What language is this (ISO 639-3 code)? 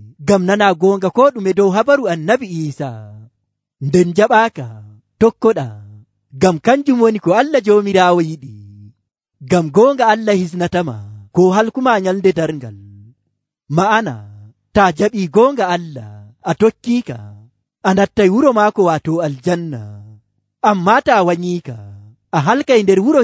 fuv